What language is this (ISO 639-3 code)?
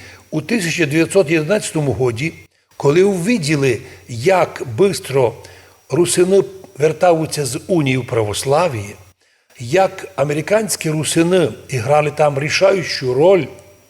rue